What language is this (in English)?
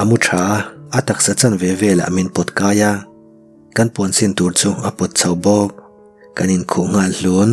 Mizo